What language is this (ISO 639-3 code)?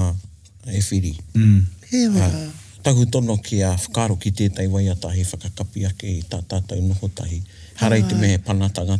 mri